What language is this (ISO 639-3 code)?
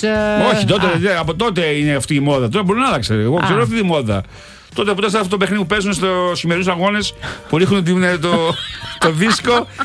ell